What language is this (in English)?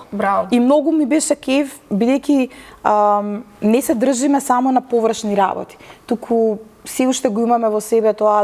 Macedonian